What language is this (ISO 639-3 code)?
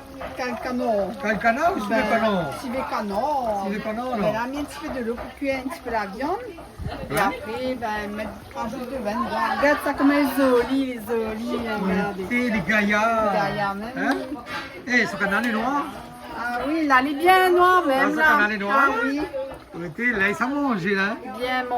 rcf